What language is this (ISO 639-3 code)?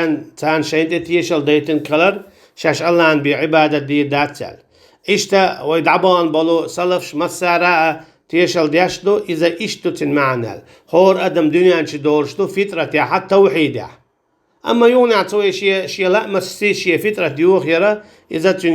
che